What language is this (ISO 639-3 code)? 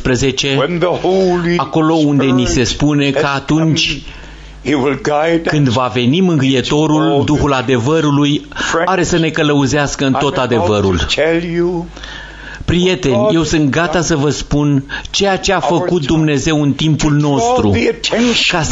ron